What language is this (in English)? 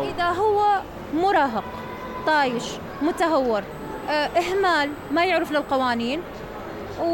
Mesopotamian Arabic